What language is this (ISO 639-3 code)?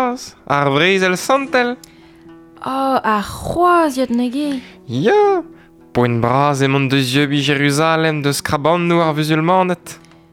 bre